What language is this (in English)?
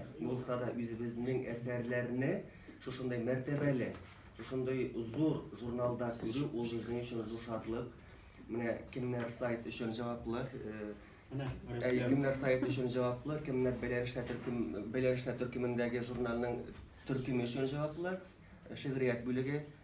Tatar